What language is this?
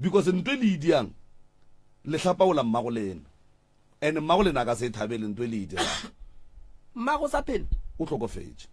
Northern Sotho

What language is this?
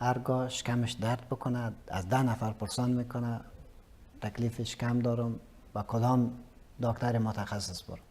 Persian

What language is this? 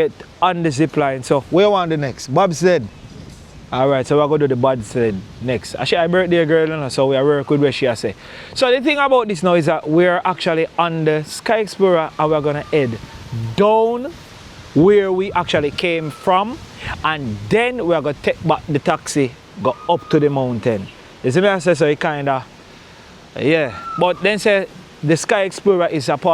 Jamaican Creole English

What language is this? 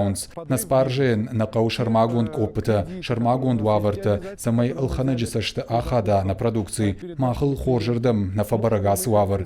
Ossetic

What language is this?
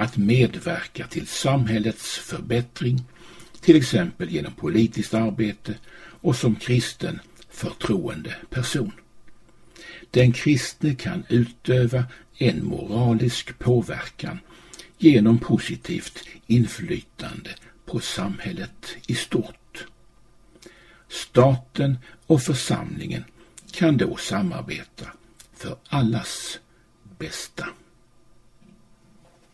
Swedish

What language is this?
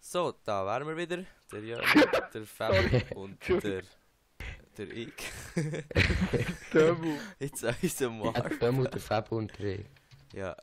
Swiss German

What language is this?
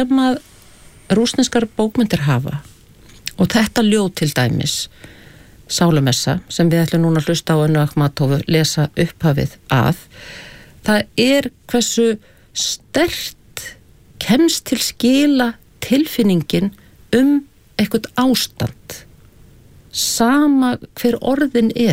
Icelandic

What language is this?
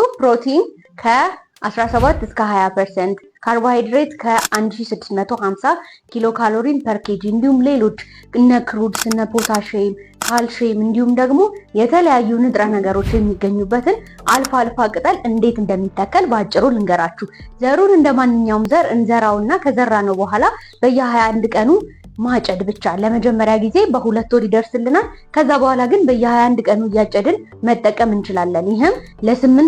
Amharic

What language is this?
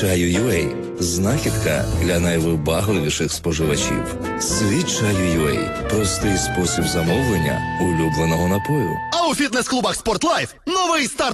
Ukrainian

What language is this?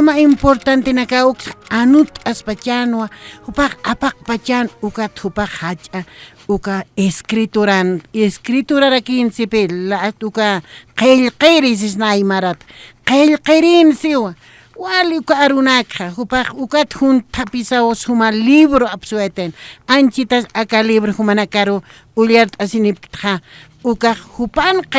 Aymara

